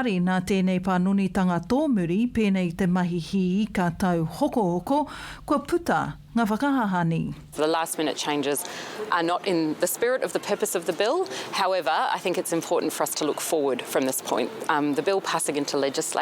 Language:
Māori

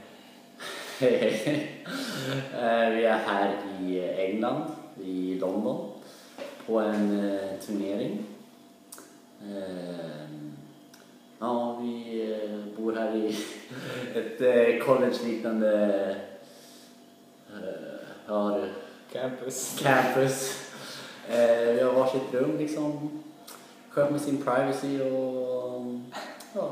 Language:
Swedish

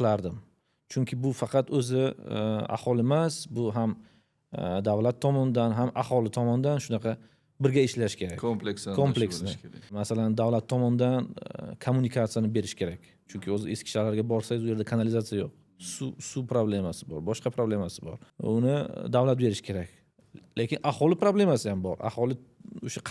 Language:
Uzbek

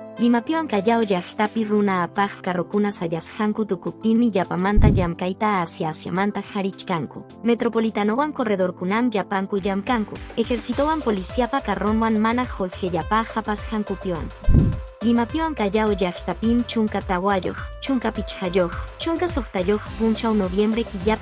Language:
Quechua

